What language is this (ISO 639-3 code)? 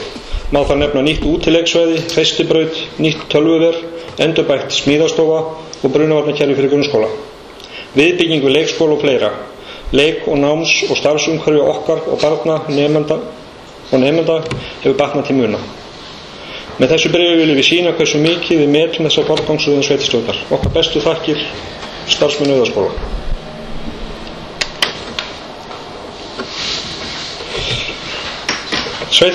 isl